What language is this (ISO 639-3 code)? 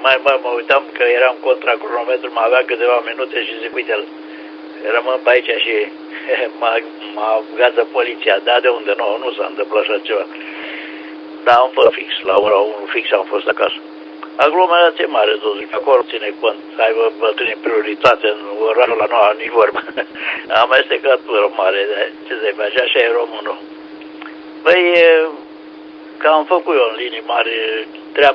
ron